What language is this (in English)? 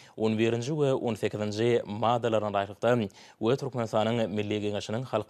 Turkmen